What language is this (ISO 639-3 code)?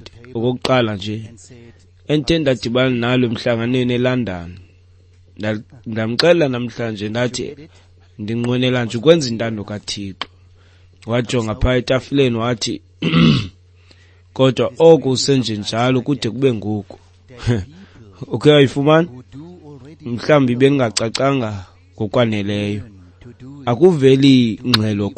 xho